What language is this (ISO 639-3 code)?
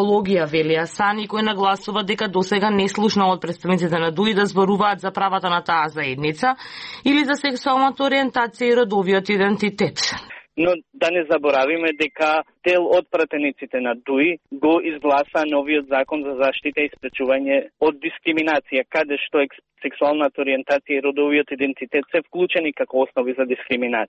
mkd